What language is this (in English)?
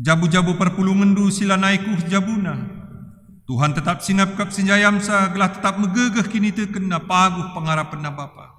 Batak Karo